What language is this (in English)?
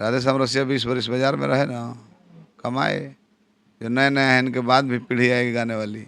Bhojpuri